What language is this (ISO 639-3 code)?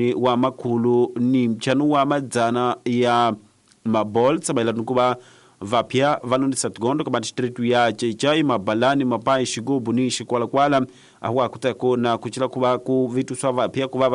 tso